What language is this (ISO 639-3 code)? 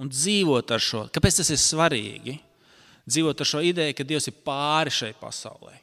lav